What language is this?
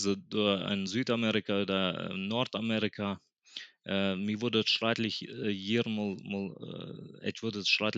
Plautdietsch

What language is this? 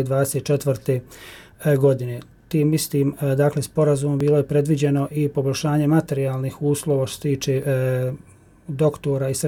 Bosnian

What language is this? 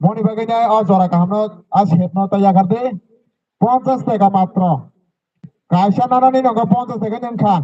Kok Borok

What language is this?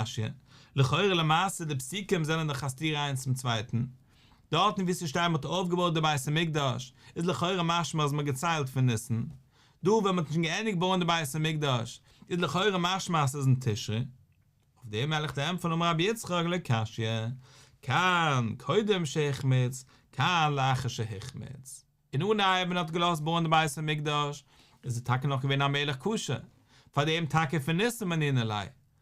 Yiddish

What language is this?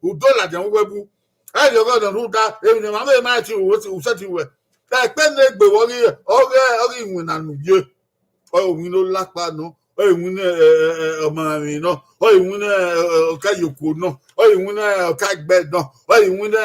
Bini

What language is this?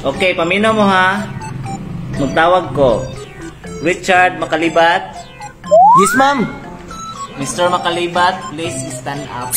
Cebuano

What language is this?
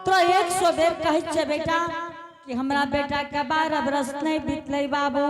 Angika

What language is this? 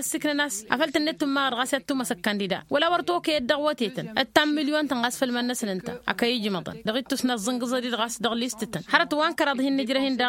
Tamasheq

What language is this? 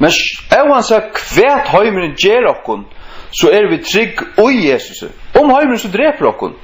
Faroese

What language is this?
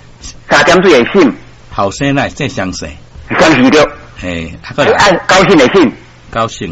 Min Nan Chinese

